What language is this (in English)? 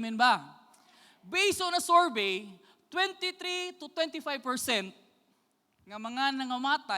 Cebuano